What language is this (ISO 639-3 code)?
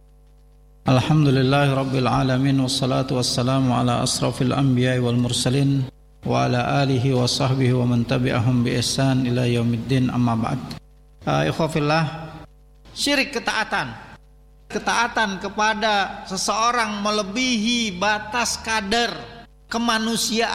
ind